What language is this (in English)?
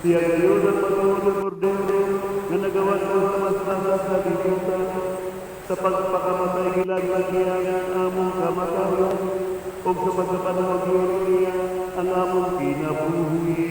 Cebuano